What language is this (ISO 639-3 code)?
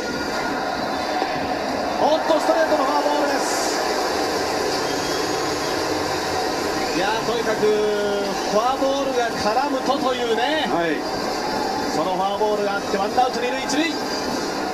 jpn